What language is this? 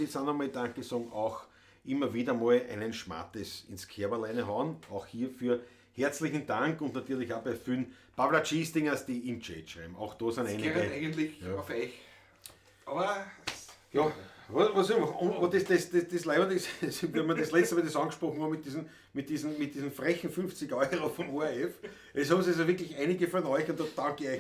Bavarian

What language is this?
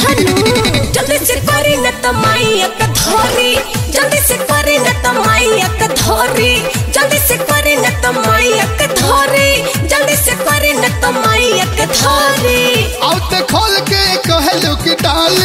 Bhojpuri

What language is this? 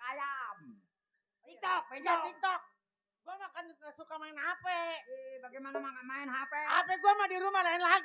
Betawi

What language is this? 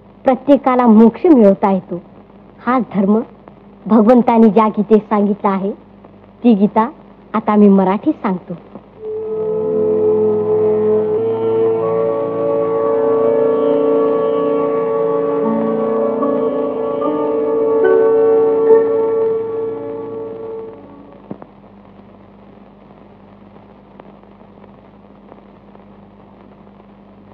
Marathi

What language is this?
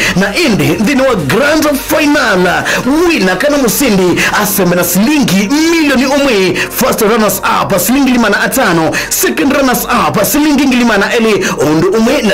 Kamba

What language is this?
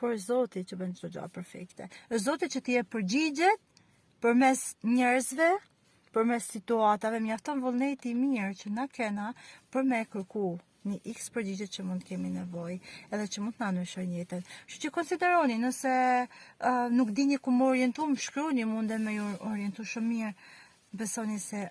Albanian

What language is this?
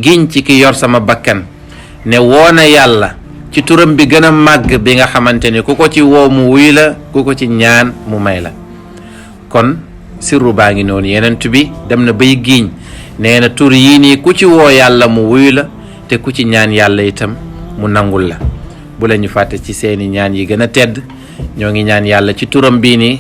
Wolof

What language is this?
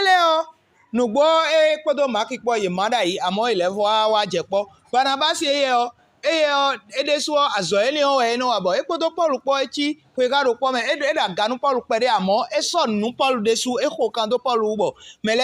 Fon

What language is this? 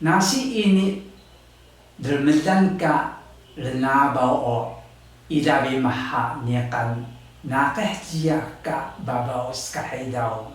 Taroko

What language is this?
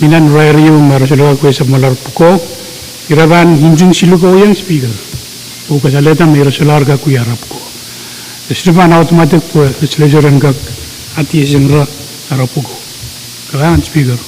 Pohnpeian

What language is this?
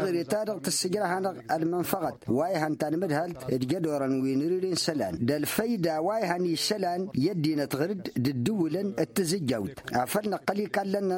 Tamasheq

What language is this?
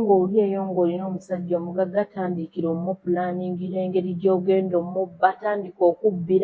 Ganda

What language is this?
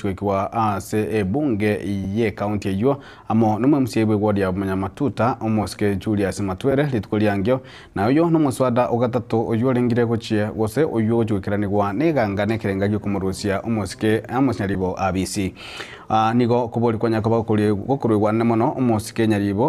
Gusii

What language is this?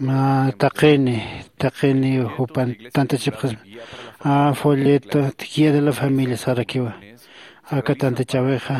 Aymara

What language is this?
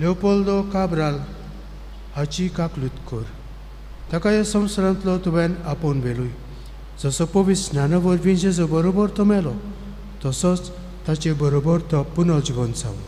Konkani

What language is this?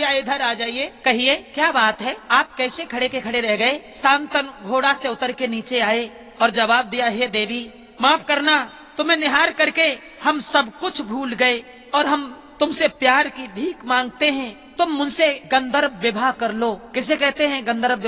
Hindi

